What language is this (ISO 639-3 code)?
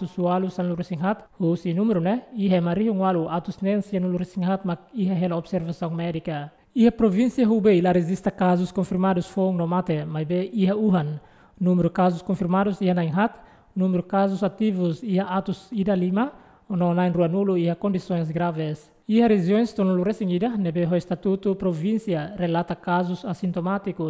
tet